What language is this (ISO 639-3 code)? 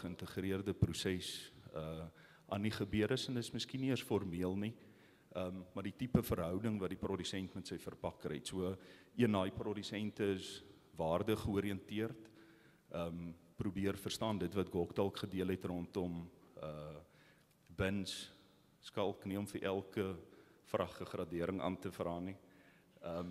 afr